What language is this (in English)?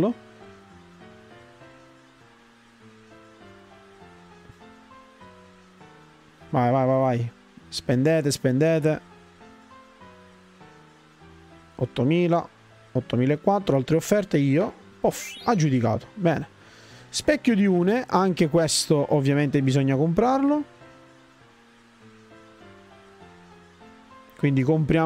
Italian